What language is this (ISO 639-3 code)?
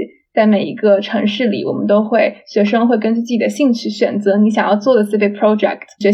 zho